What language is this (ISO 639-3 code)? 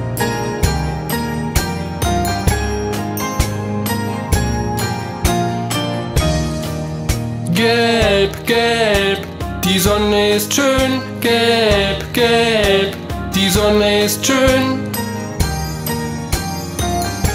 deu